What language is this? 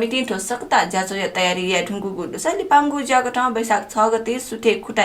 Newari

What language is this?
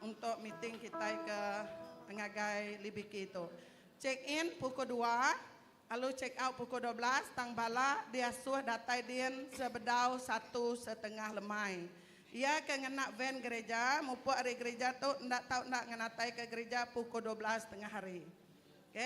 Iban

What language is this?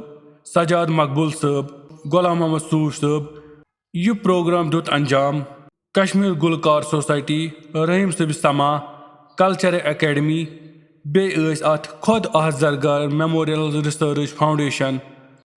Kashmiri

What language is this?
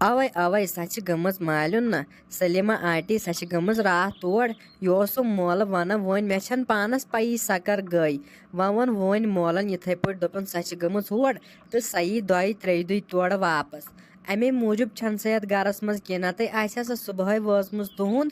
Kashmiri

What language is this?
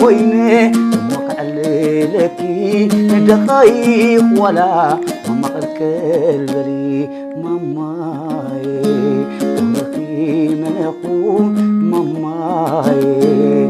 Tigrinya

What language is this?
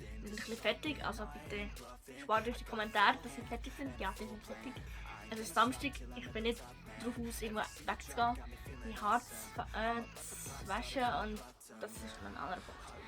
Swiss German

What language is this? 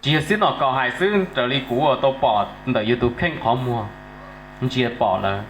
Hmong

